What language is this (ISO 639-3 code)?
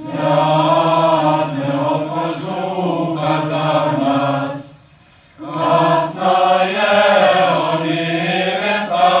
hsb